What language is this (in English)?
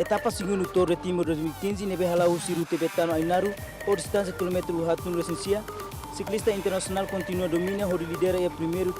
Tetum